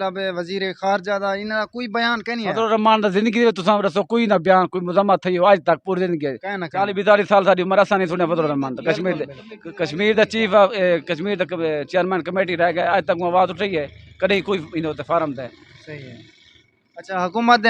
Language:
Saraiki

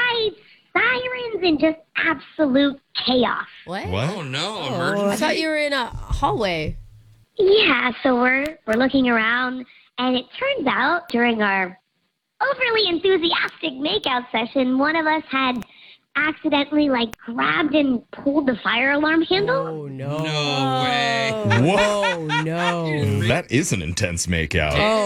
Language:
English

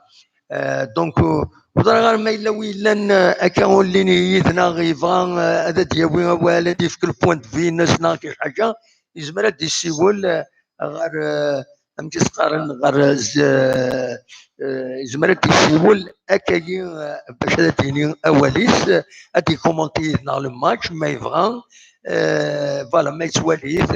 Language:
Kabyle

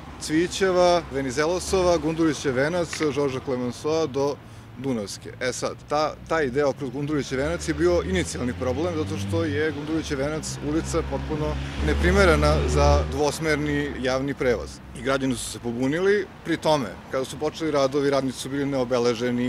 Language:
Serbian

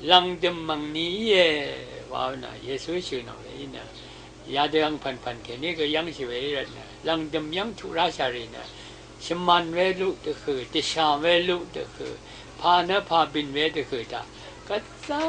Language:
Rawang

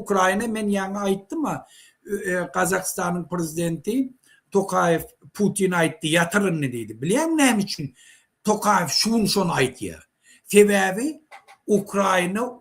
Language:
Turkmen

